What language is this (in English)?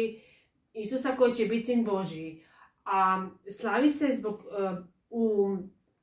Croatian